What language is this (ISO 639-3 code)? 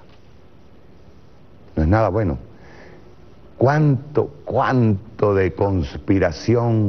spa